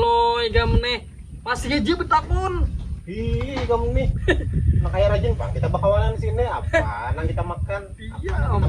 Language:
Banjar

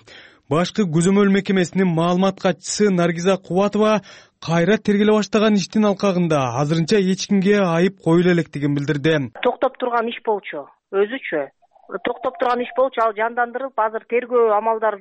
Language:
Kyrgyz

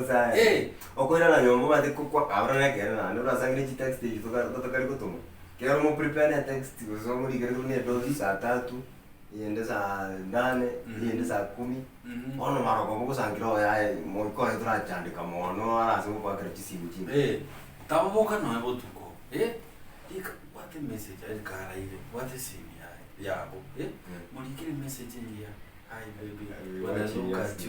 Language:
Gusii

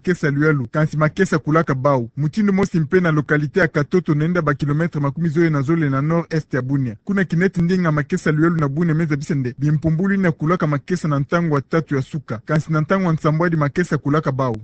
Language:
Kituba (Democratic Republic of Congo)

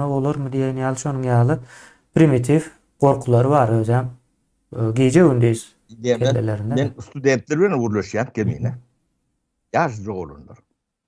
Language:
Turkmen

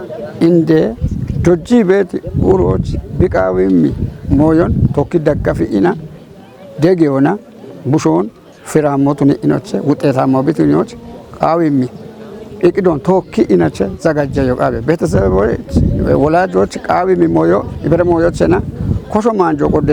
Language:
Kafa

